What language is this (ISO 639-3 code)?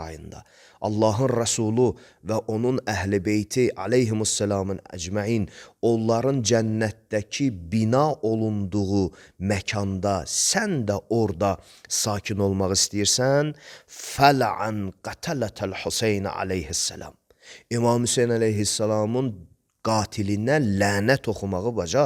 aze